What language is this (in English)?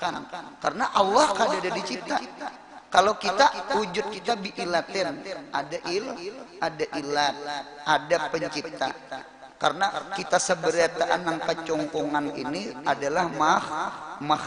Banjar